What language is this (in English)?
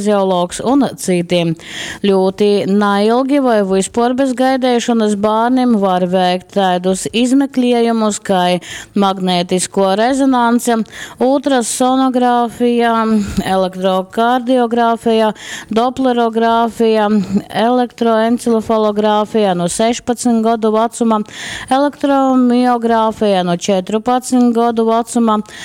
Latgalian